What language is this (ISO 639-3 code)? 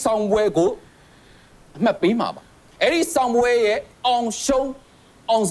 mya